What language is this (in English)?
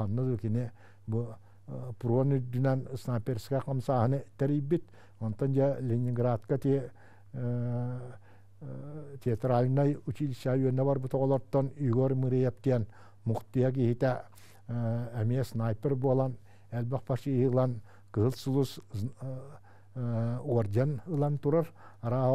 Yakut